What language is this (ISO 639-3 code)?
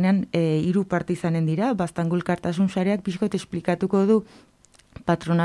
eus